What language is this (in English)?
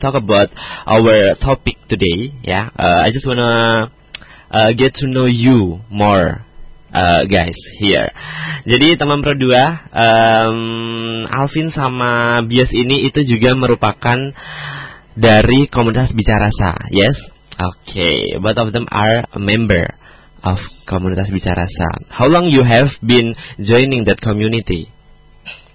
Indonesian